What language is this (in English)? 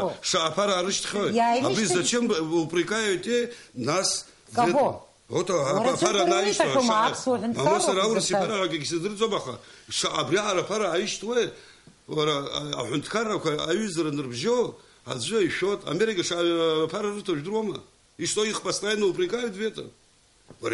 Abkhazian